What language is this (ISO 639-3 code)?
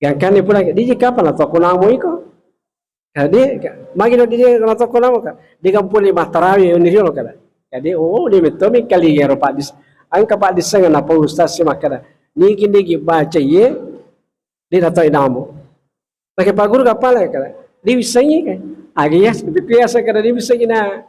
bug